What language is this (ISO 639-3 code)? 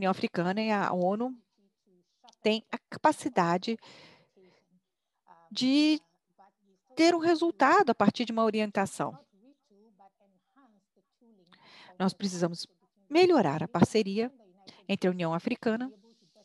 por